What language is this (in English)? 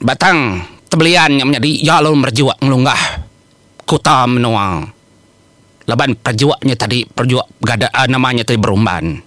Iban